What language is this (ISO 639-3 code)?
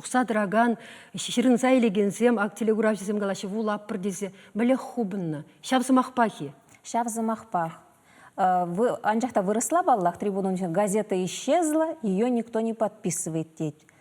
chv